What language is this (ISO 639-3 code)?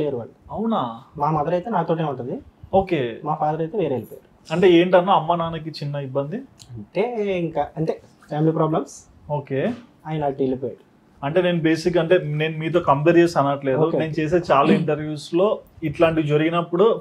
tel